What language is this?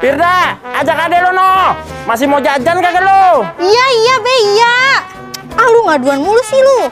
Betawi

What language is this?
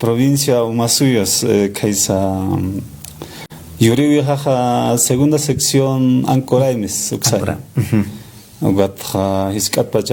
Aymara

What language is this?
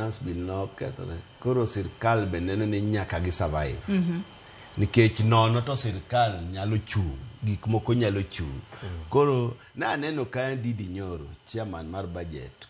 Luo (Kenya and Tanzania)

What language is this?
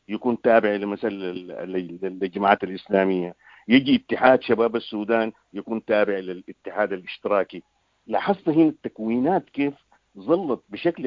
Sudanese Arabic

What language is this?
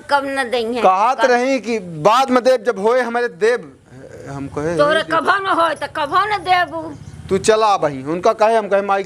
Awadhi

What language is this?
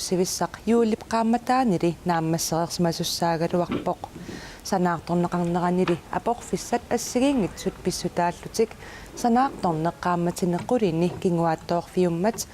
Kalaallisut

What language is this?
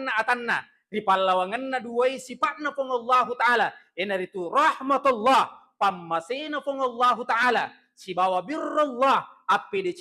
Buginese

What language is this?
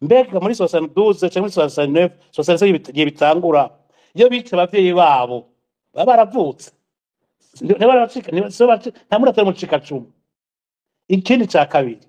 Rundi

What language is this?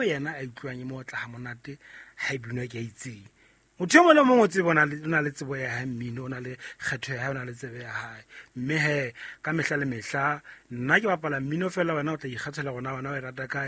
Southern Sotho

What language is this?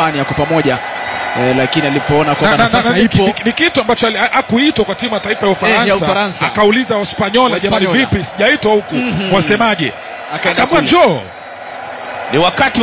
Swahili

